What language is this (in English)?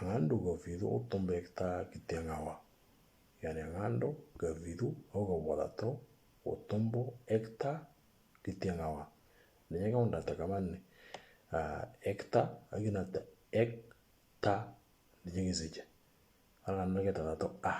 Moro